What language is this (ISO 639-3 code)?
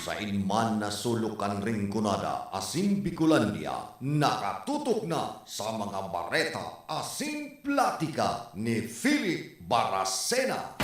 bik